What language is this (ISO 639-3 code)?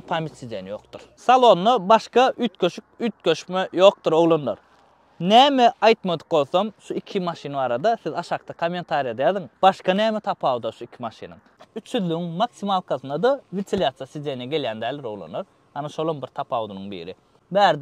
tuk